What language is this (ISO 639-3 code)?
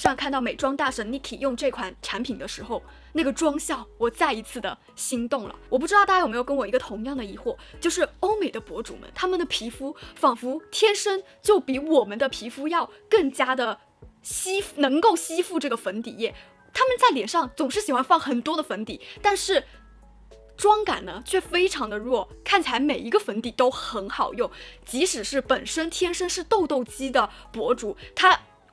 zho